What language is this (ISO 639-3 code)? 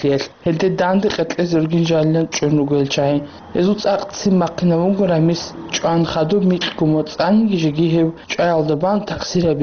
ava